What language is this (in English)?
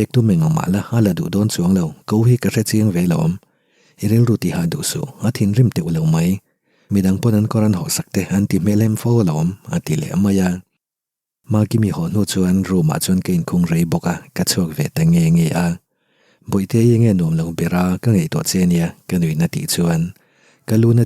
Mizo